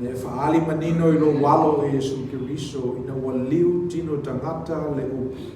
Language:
Samoan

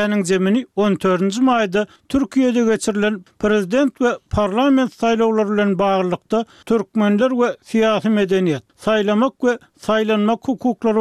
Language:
Turkmen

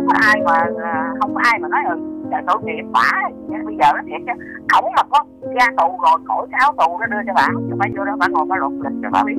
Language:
Vietnamese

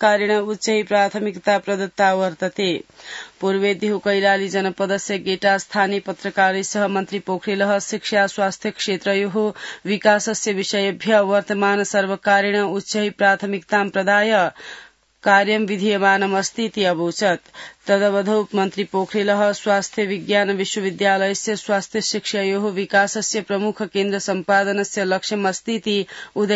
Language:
Sanskrit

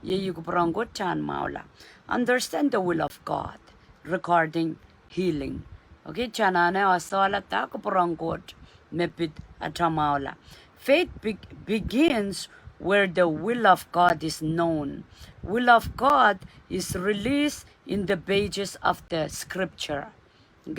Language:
Pohnpeian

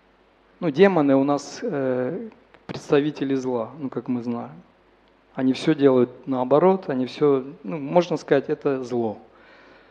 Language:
Russian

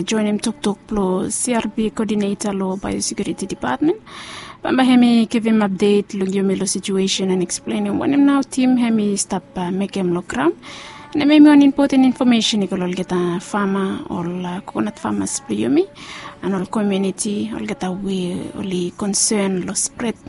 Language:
Bislama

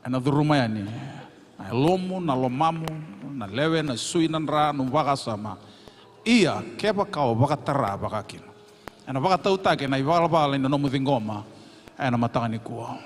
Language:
Fijian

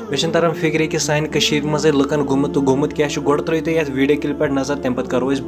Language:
Kashmiri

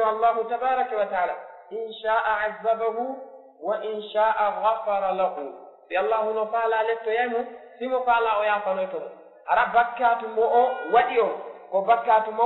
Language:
Fula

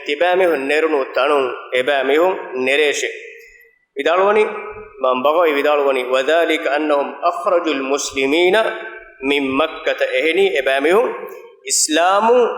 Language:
Divehi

